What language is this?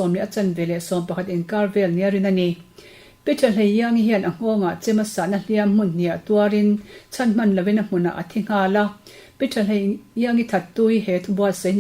Mizo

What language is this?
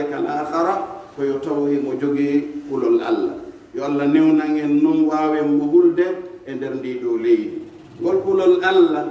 Pular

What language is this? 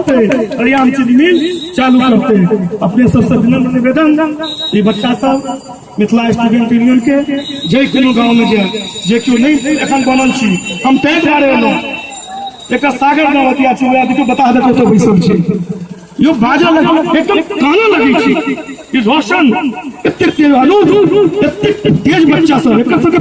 Maithili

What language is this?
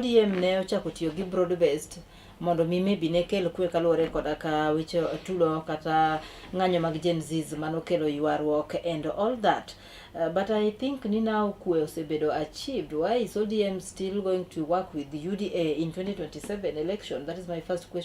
Luo (Kenya and Tanzania)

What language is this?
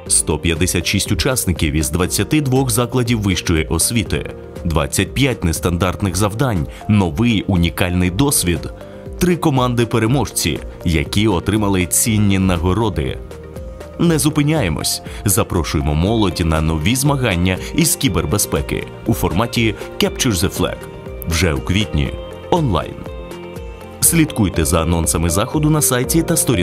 Ukrainian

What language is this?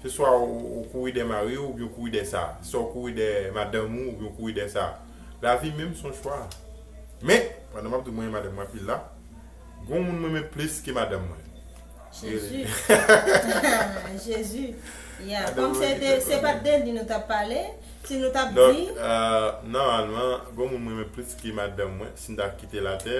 Haitian Creole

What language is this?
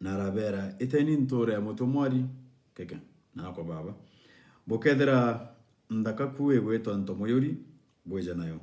Meru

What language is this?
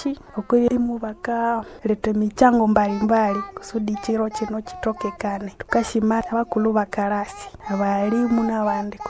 Nande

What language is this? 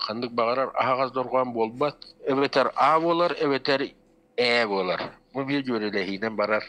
Yakut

